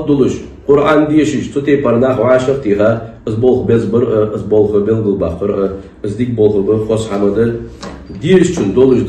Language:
Ingush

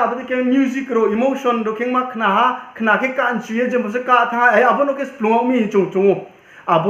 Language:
Riang (India)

